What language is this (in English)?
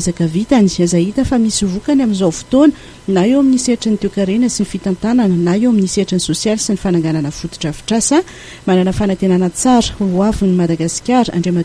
Malagasy